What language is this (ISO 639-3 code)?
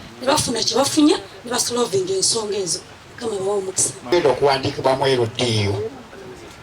lug